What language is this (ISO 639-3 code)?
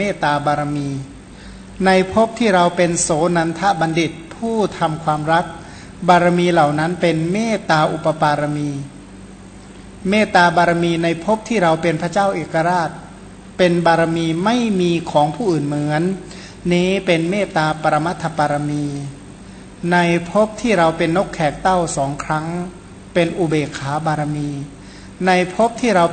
tha